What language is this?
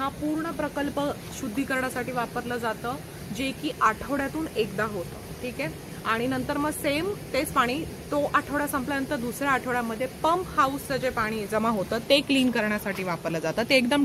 Marathi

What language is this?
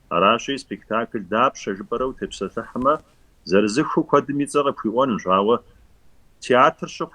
Kabardian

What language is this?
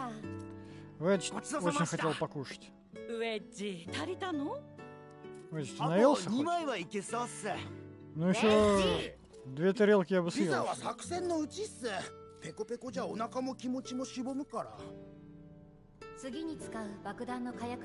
Japanese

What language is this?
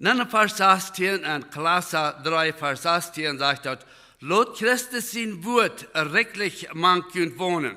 Plautdietsch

